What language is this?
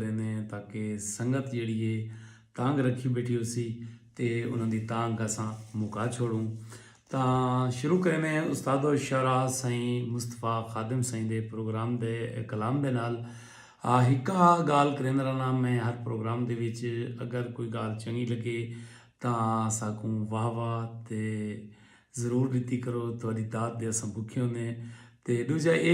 Saraiki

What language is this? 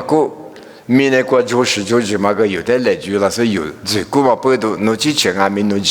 Lisu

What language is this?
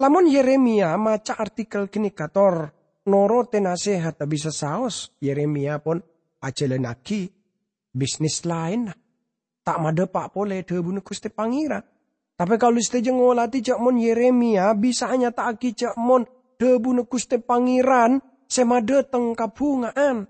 Madurese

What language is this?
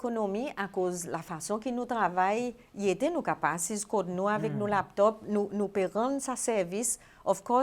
Seselwa Creole French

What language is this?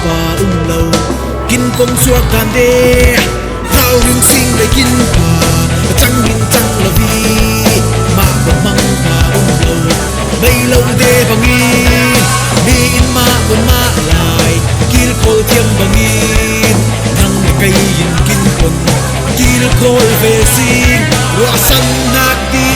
Falam Chin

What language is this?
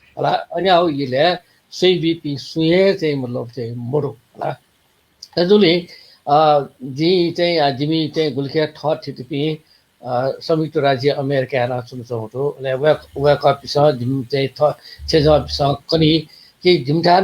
Newari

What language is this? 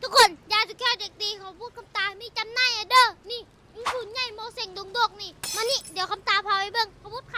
Northeastern Thai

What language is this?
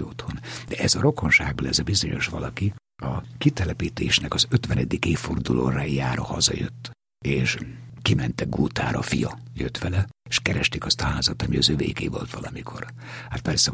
Hungarian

